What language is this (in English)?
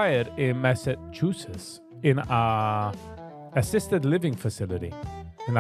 Yiddish